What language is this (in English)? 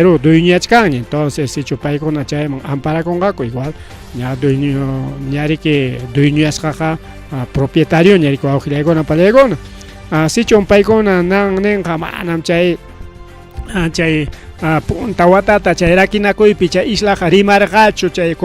Ayacucho Quechua